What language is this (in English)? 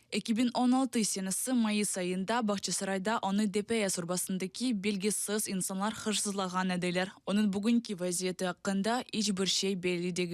Crimean Tatar